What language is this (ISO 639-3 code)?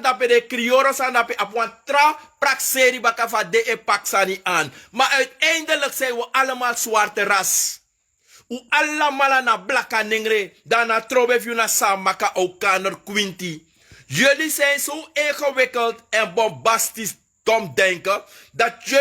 srn